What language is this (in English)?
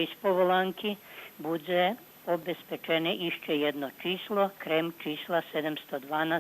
Rusyn